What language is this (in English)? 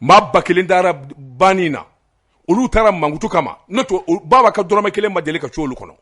Bambara